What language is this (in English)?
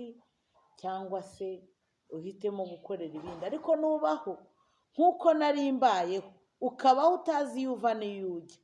Kinyarwanda